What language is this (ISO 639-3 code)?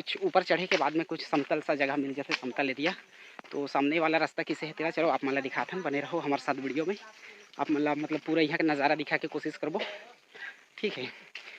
hne